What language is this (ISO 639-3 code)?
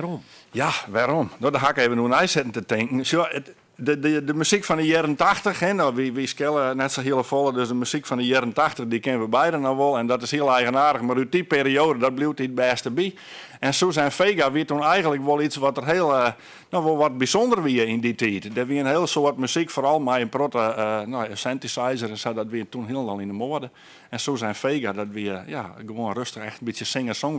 fry